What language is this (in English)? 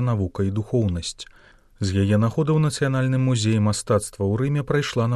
Belarusian